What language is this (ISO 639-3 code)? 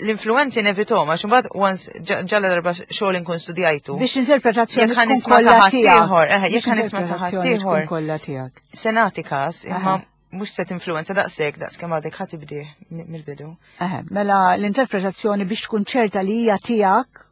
mlt